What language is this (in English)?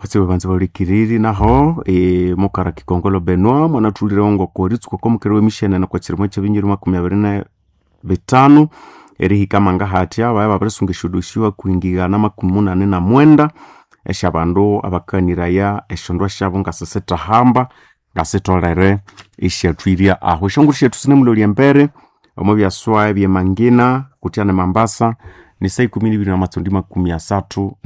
Nande